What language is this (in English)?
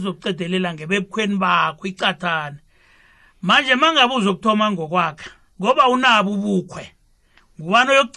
South Ndebele